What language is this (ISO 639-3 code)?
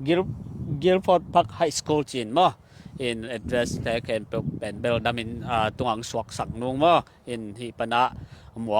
ctd